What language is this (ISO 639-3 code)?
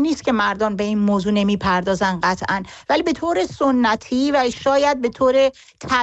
fas